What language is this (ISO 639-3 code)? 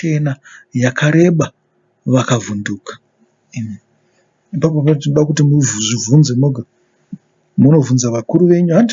sna